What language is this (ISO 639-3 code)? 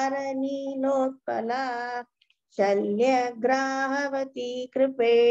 san